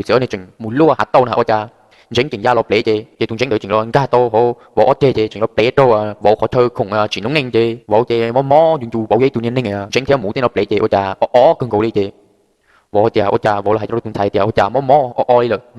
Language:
Hmong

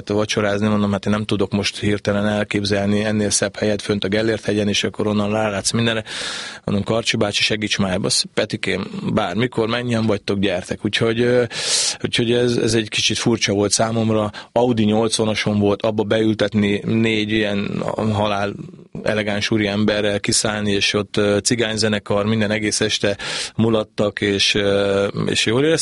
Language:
Hungarian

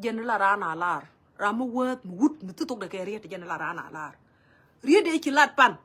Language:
Nuer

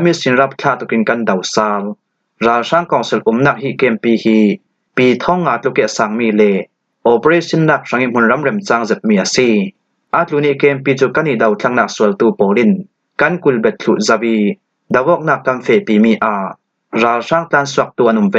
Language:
Falam Chin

